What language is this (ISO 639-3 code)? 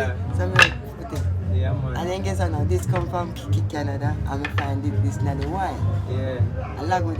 jam